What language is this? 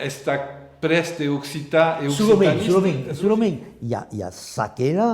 Occitan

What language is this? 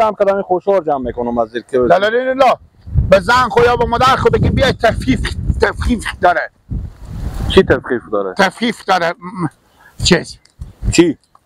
Persian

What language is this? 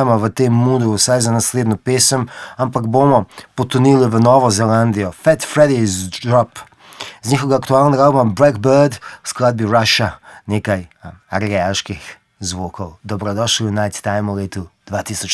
Slovenian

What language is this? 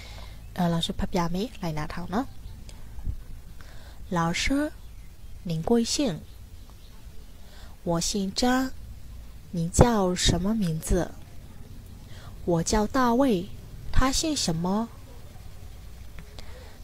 Burmese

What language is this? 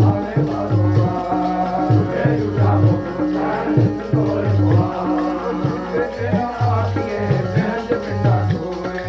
Punjabi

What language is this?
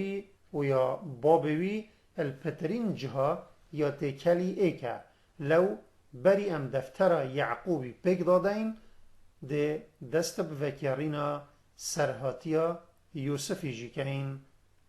Kurdish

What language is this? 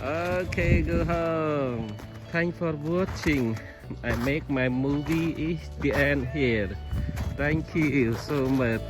Central Mnong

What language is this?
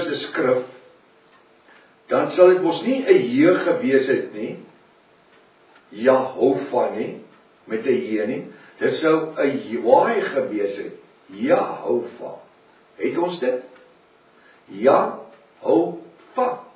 Afrikaans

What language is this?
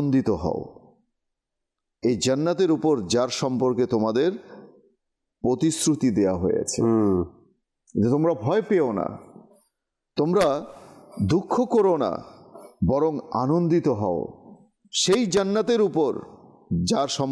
Bangla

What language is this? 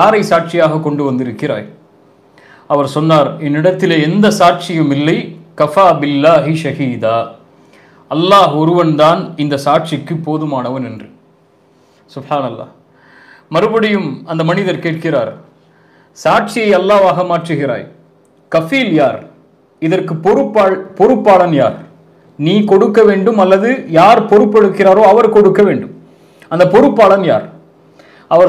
Tamil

